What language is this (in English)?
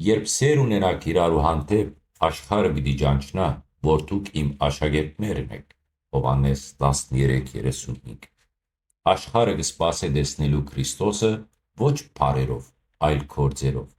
Western Armenian